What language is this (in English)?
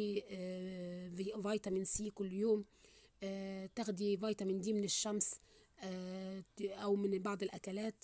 Egyptian Arabic